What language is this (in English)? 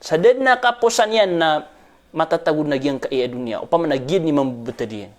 Maranao